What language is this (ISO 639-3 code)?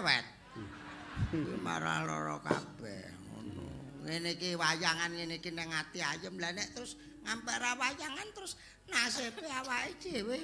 jav